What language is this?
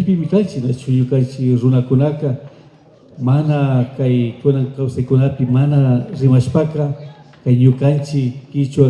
Imbabura Highland Quichua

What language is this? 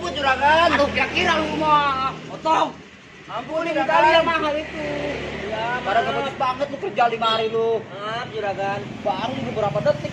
Betawi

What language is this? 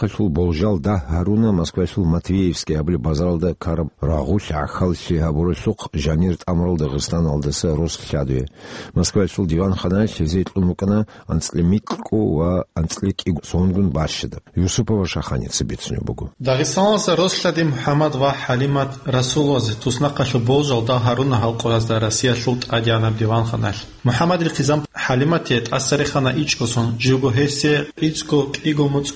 Avaric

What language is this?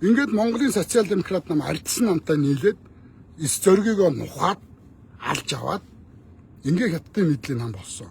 Mongolian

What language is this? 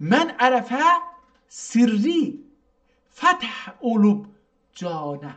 South Azerbaijani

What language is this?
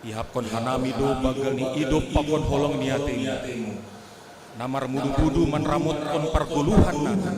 Batak Simalungun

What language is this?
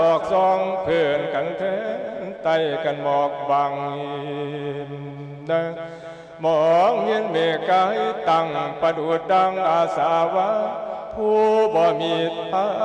Lao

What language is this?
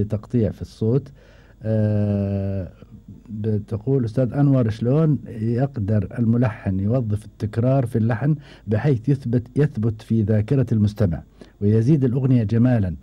Gulf Arabic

